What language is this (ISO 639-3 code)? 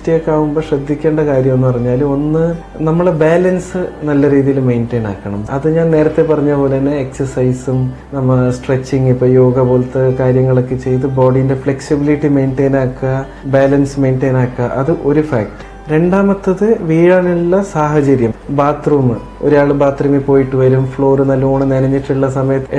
mal